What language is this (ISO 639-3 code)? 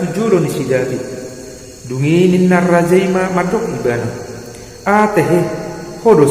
bbc